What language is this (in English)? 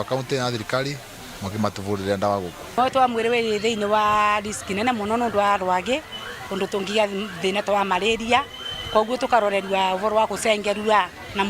Meru